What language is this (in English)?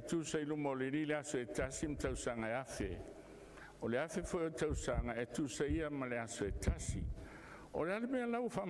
Samoan